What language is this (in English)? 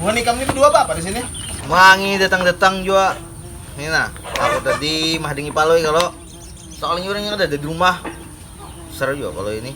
Banjar